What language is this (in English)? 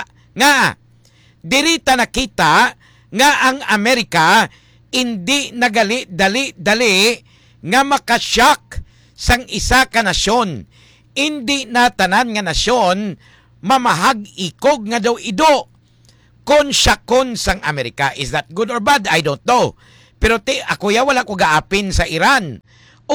Hiligaynon